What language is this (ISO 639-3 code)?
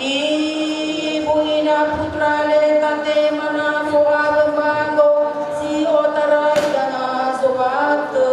nia